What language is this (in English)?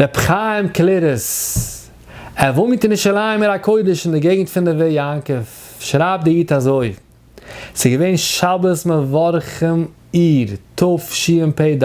Yiddish